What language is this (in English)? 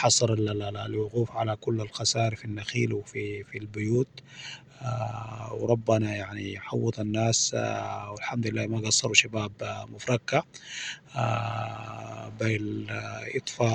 Sudanese Arabic